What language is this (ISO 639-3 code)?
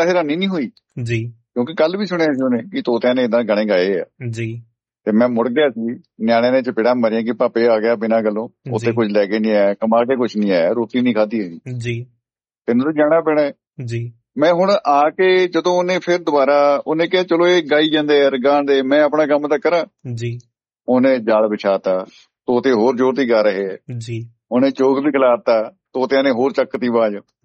pan